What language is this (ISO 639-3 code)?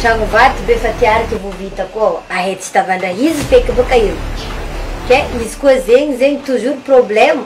mlg